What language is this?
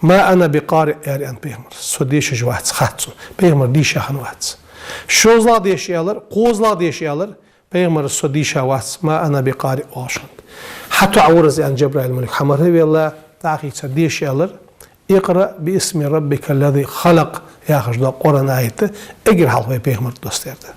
Ingush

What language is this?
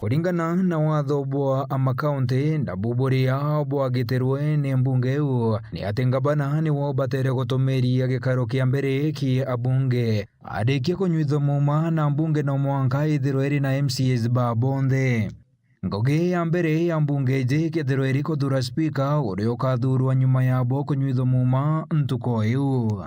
Meru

